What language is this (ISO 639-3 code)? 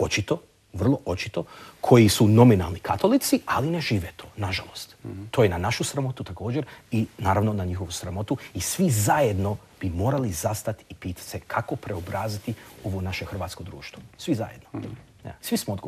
hrv